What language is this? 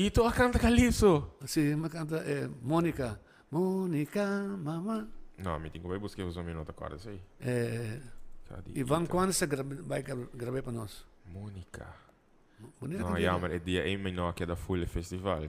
Papiamento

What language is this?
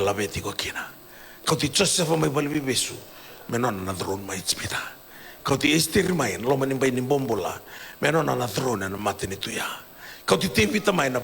Fijian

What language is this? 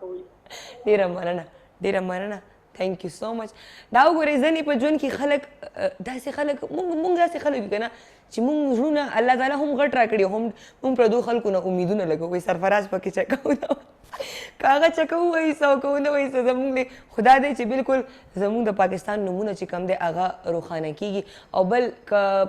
Pashto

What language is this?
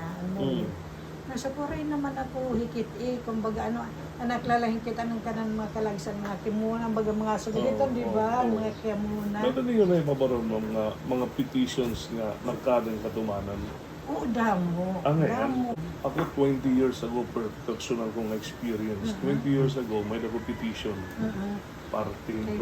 Waray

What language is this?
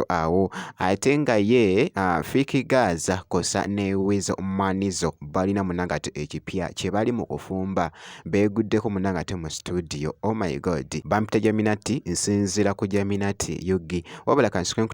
Ganda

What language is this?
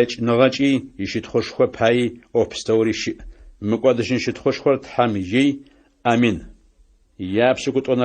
Adyghe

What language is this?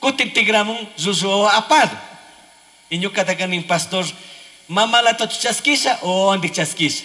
Chimborazo Highland Quichua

